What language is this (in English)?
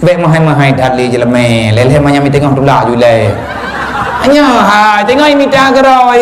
Achinese